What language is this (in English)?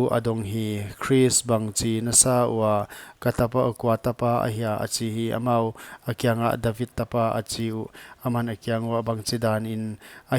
Paite Chin